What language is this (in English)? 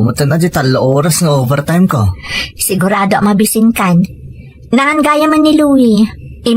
Iloko